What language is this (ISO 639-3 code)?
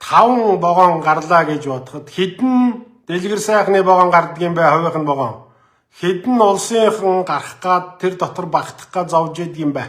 mon